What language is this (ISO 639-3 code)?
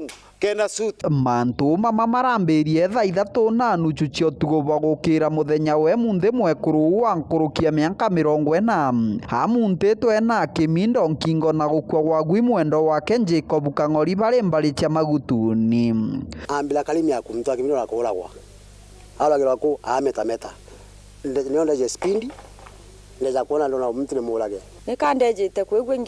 mer